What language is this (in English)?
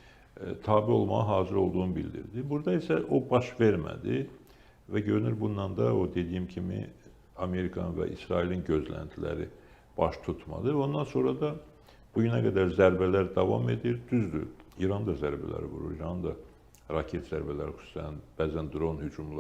Azerbaijani